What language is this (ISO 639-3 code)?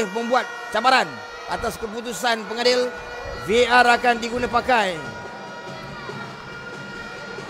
msa